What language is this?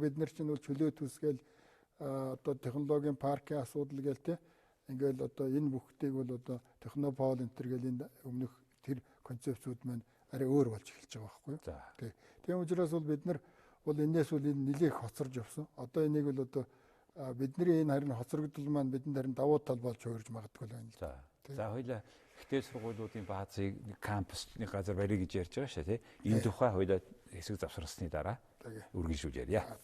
Mongolian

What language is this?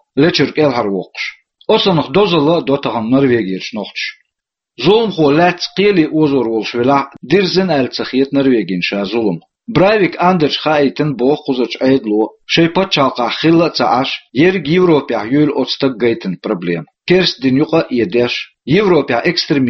Chechen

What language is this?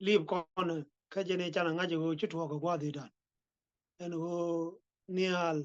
Nuer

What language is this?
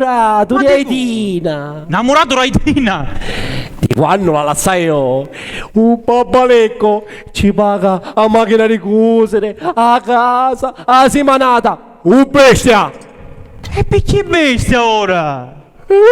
Sicilian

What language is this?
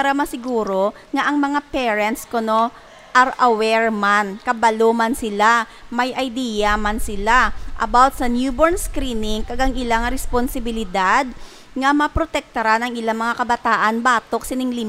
Hiligaynon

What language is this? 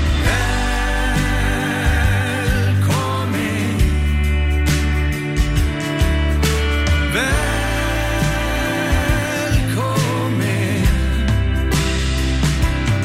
Icelandic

